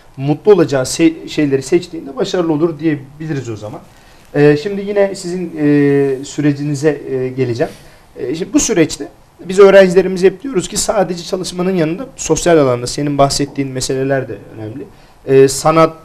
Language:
Turkish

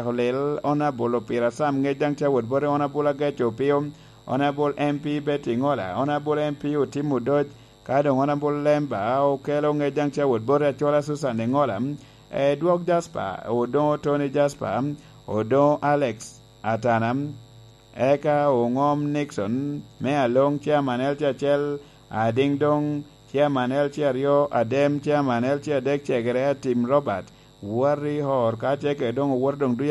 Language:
Lango (Uganda)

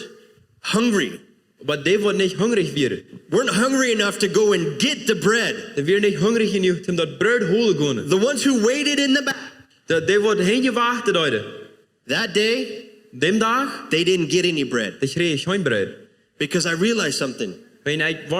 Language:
Plautdietsch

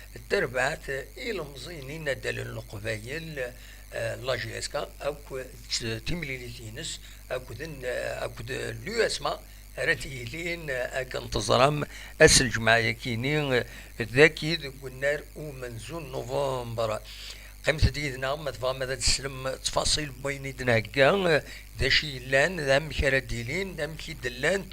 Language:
Kabyle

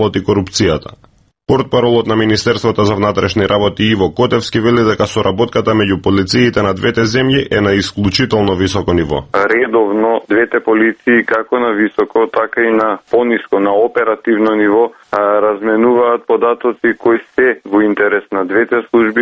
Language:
Macedonian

